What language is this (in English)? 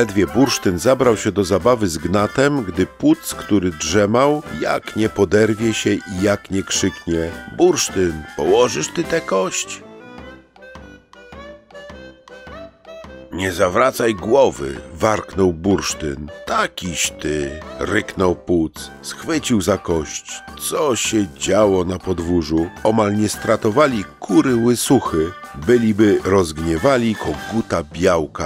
Polish